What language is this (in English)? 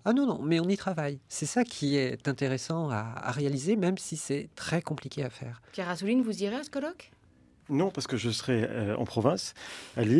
French